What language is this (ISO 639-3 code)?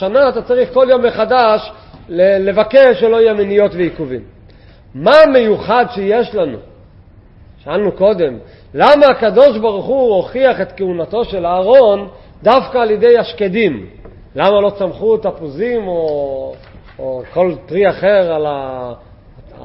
heb